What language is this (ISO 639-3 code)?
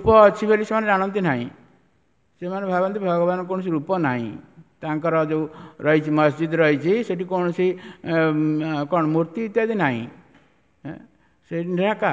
ori